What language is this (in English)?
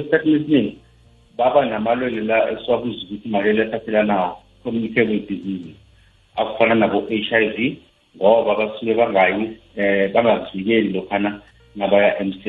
South Ndebele